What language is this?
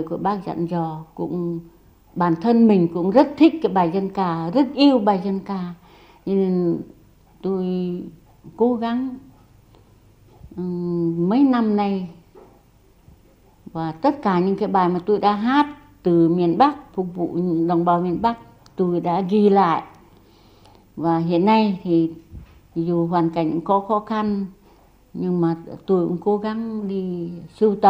Vietnamese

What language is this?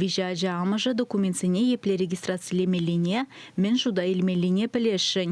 Chuvash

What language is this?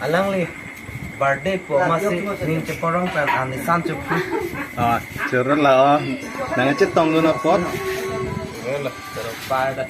Karbi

